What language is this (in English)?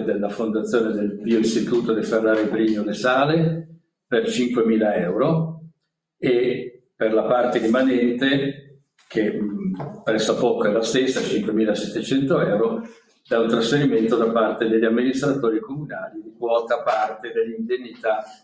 Italian